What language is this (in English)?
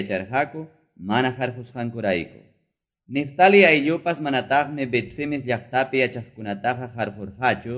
Quechua